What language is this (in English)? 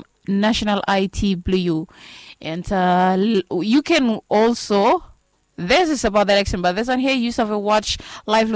Bislama